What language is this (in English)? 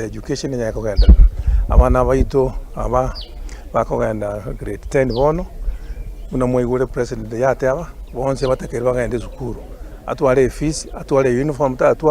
Gusii